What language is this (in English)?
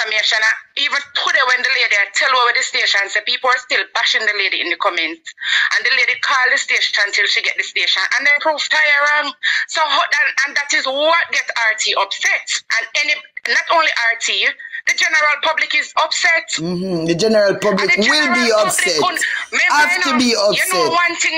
Jamaican Creole English